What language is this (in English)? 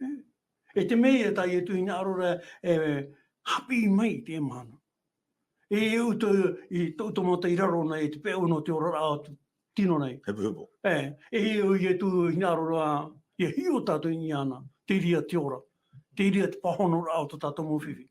Tahitian